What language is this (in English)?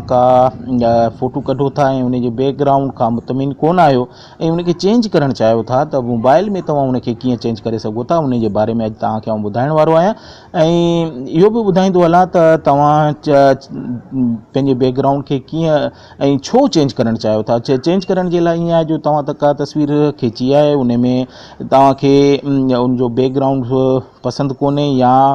Sindhi